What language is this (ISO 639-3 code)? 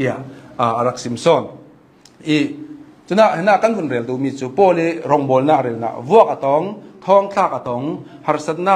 cnh